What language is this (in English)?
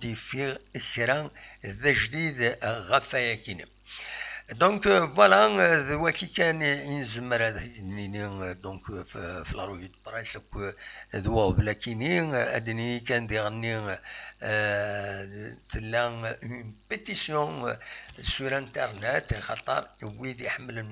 Kabyle